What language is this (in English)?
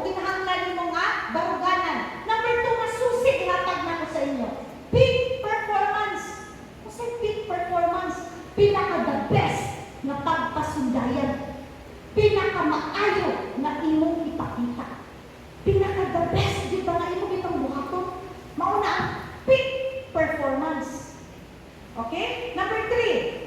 Cebuano